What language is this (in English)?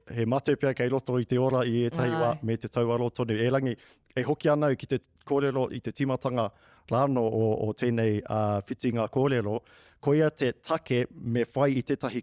Māori